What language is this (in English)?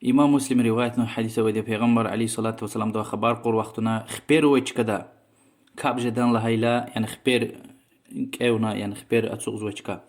Lezghian